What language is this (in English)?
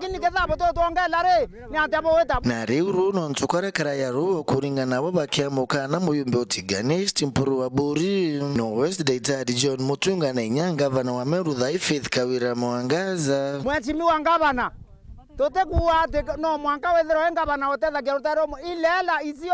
Meru